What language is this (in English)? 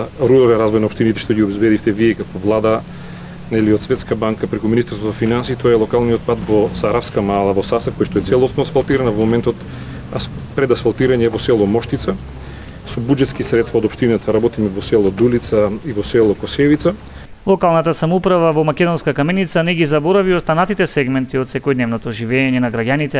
Macedonian